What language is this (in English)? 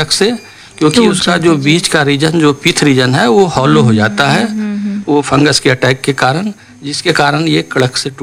Hindi